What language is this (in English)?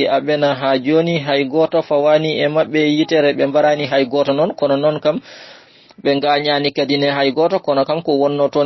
Fula